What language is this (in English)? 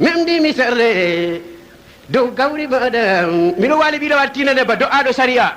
Fula